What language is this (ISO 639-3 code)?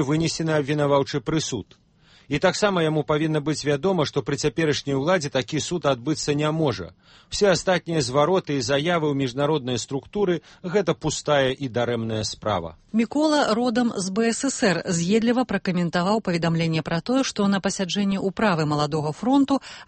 bel